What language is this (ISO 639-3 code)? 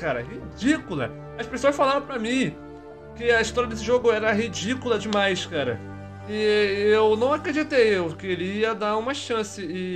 por